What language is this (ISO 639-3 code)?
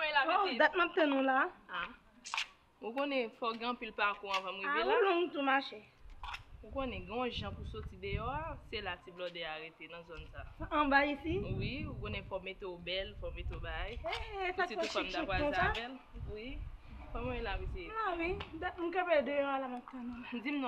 hat